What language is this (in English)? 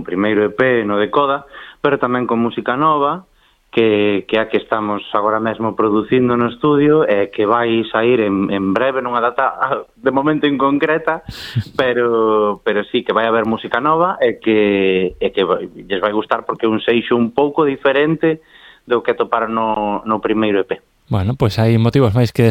Galician